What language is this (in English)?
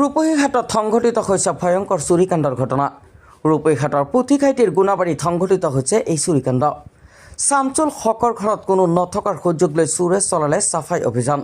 Assamese